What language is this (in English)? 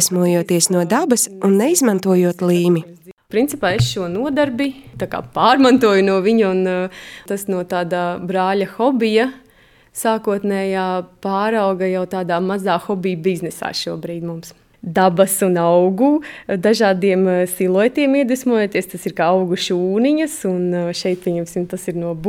Latvian